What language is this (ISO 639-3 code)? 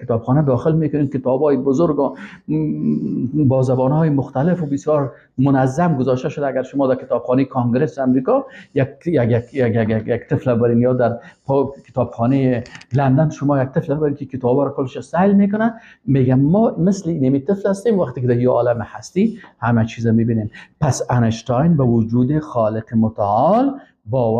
fas